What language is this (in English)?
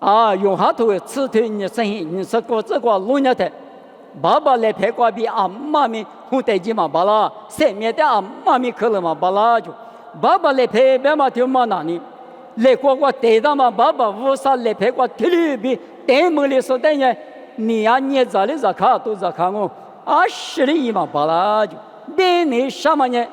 Lisu